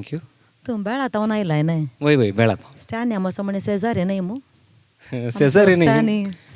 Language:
Konkani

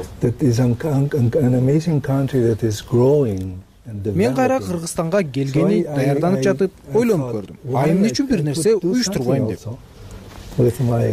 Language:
Kyrgyz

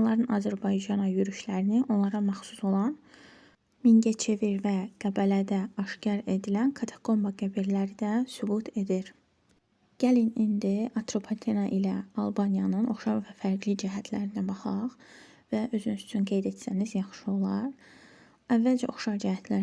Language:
Azerbaijani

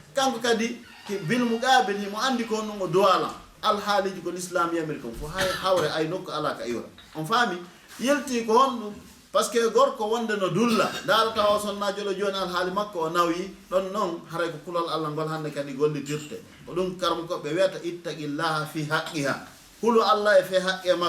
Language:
Fula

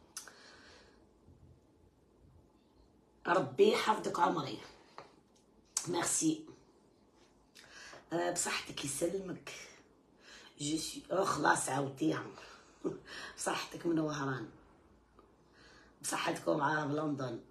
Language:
Algerian Arabic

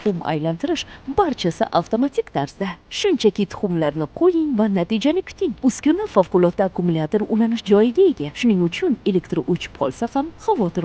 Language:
Uzbek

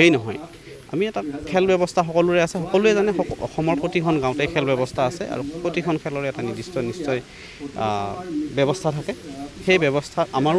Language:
Assamese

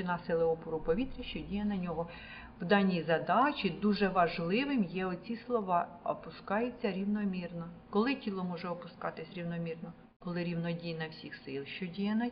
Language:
Ukrainian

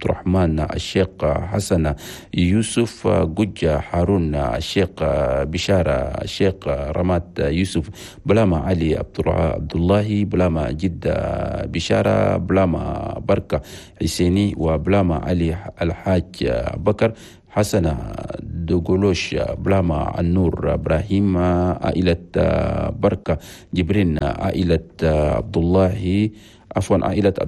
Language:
Chadian Arabic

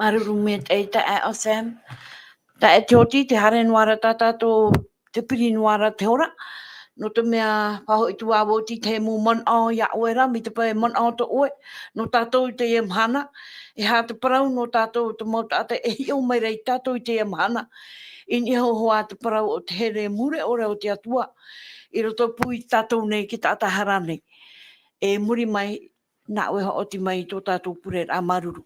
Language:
Tahitian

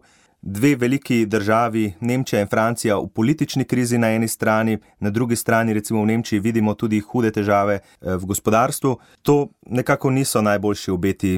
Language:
Slovenian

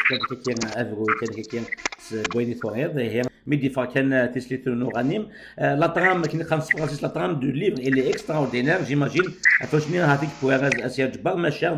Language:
Kabyle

